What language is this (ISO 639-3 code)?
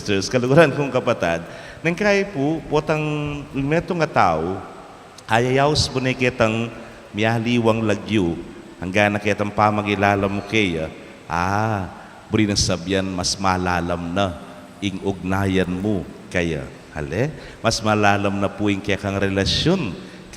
pam